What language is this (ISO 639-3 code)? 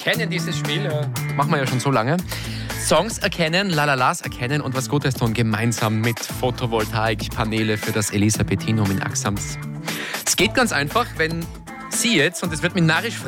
deu